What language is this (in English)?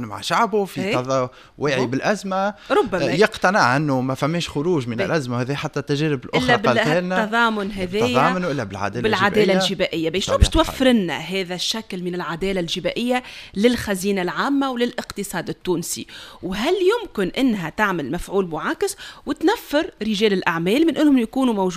Tunisian Arabic